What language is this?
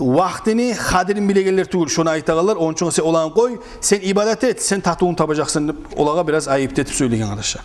Kumyk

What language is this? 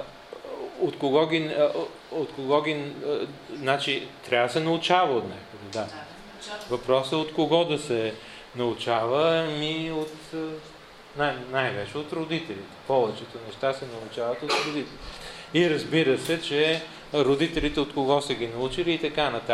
Bulgarian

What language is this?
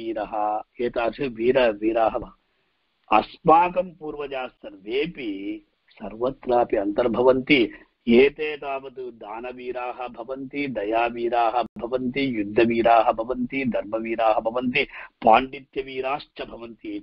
Sanskrit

